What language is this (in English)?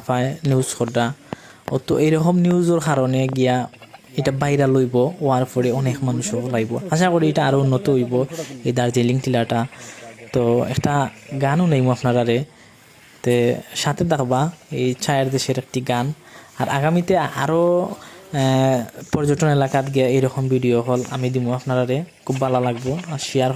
Sylheti